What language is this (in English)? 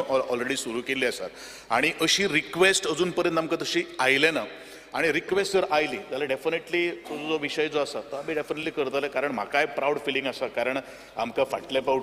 Konkani